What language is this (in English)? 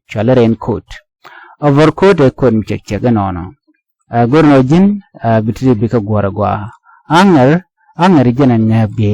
Nuer